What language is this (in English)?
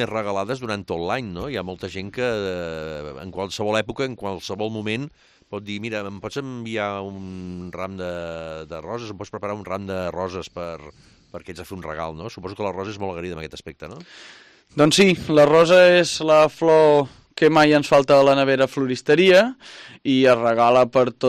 Catalan